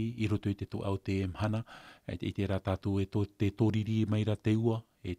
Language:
Tahitian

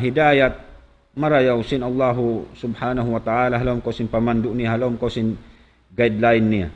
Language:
Tausug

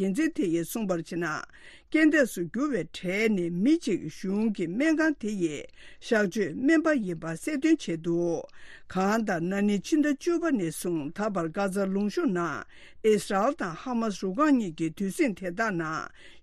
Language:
Tibetan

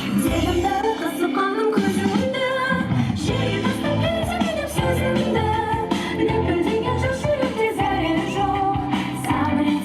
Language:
Kara-Kalpak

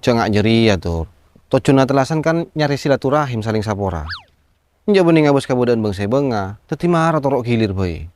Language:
Madurese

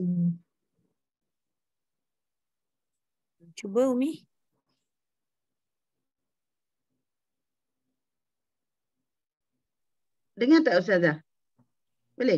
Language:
Malay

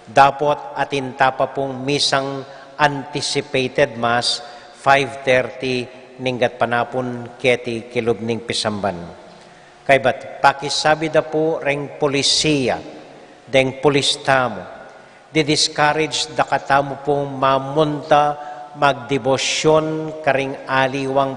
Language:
Pampanga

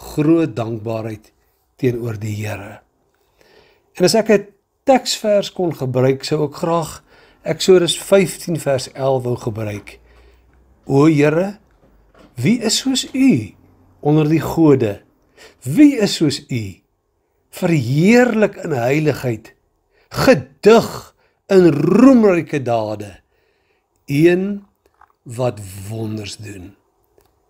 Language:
Afrikaans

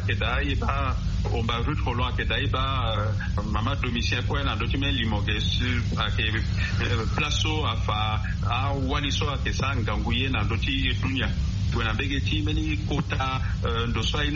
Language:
Sango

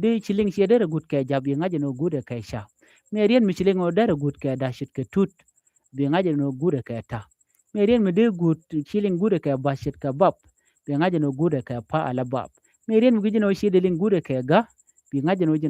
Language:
Nuer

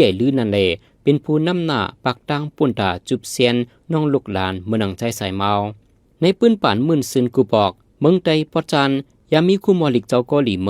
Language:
Shan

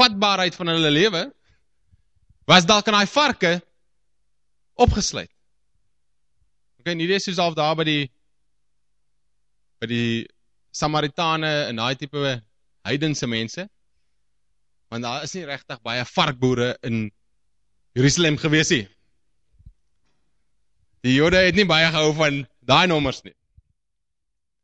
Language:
Afrikaans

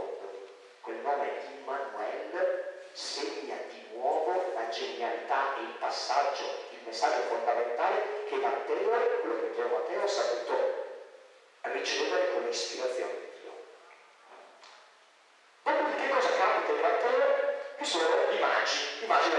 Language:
Italian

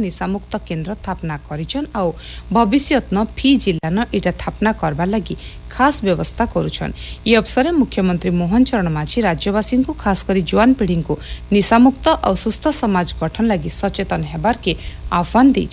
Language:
Odia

